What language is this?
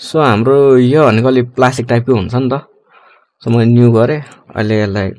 Nepali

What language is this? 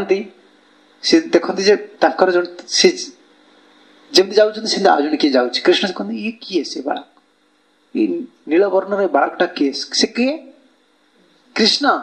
Odia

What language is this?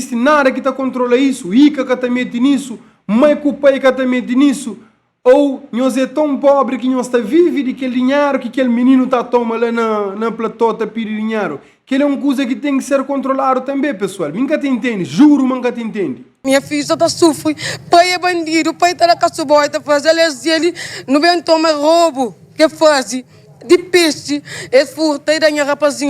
Kabuverdianu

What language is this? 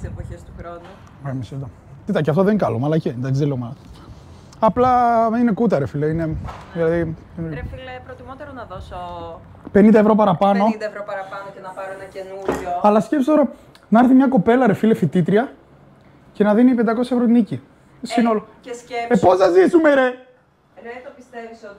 Greek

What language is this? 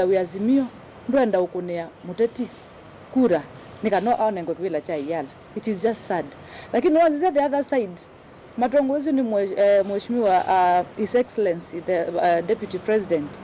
Kamba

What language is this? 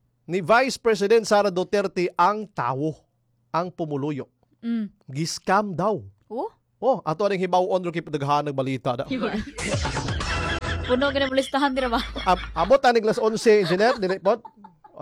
Cebuano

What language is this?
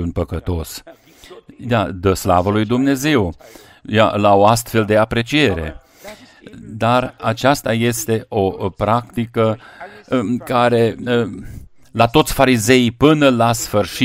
Romanian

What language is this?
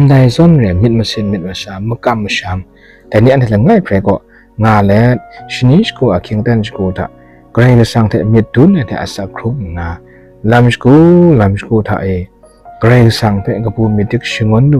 Kachin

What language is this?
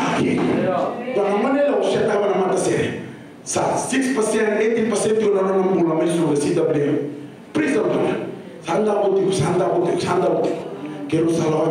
Fijian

